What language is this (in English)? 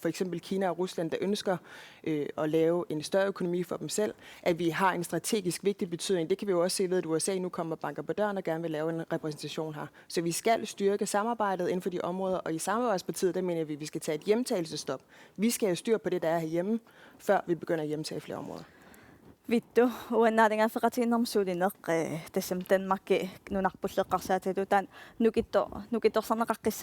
Kalaallisut